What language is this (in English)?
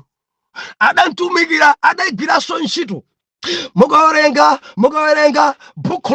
Nyanja